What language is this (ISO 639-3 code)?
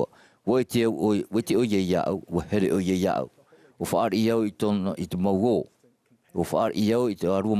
tah